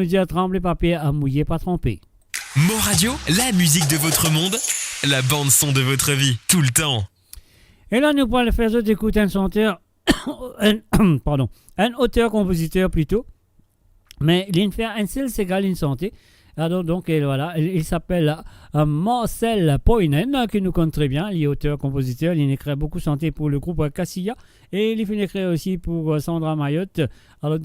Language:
Morisyen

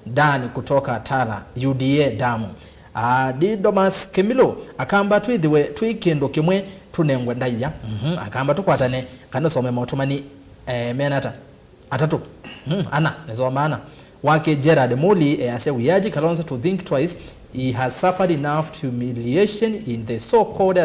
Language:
Kamba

